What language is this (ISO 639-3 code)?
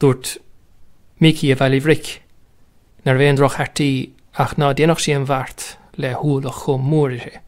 gle